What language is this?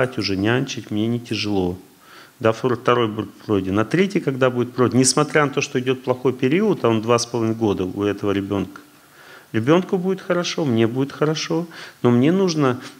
Russian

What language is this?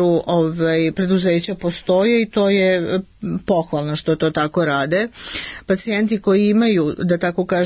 Serbian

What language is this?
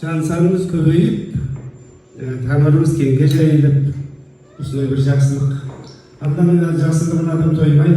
Kazakh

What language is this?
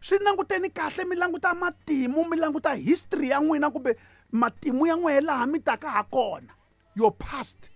Tsonga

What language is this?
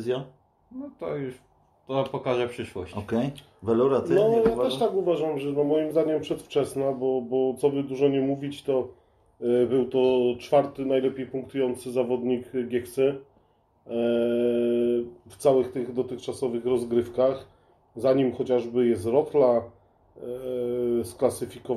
Polish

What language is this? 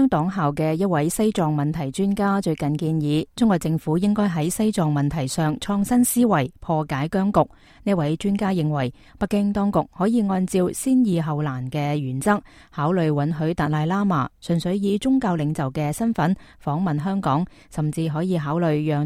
Cantonese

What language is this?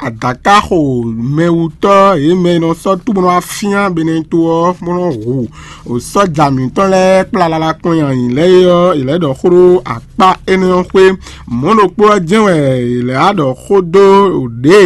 Fon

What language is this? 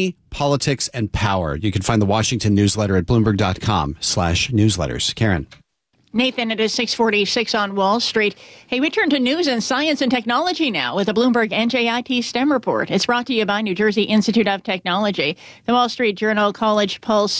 English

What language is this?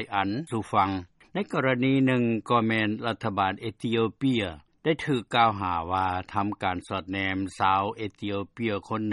Lao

